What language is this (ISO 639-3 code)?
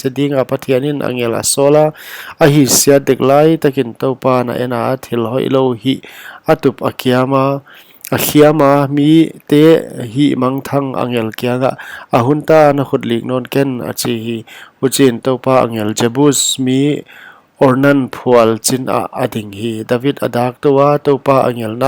pck